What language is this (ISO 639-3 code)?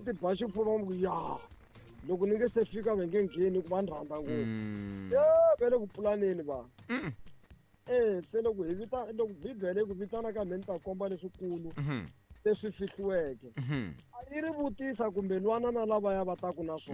tso